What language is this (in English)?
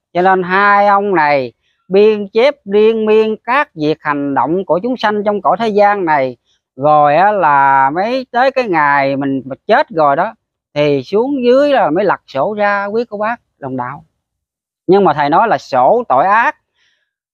Vietnamese